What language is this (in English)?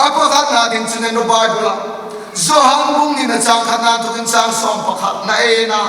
Hmar